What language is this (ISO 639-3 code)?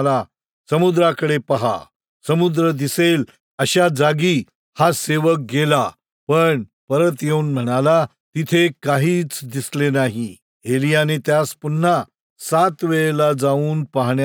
mar